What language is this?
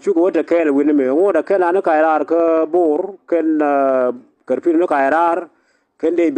Nuer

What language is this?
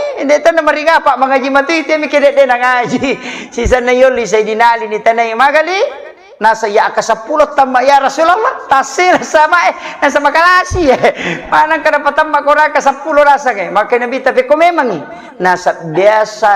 Buginese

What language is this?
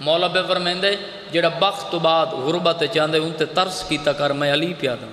Saraiki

